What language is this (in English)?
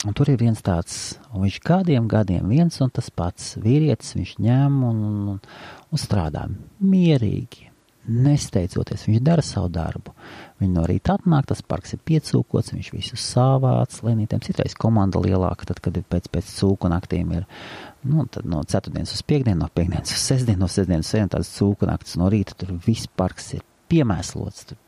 Latvian